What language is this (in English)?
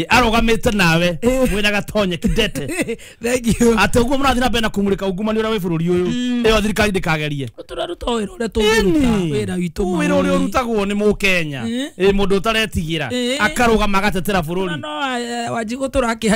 Kikuyu